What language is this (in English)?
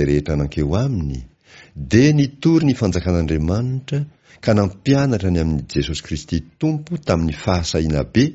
Malagasy